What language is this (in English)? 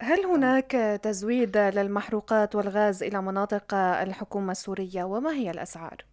North Levantine Arabic